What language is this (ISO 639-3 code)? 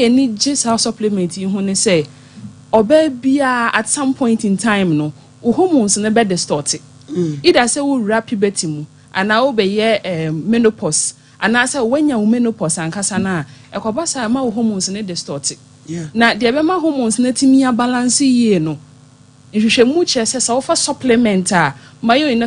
aka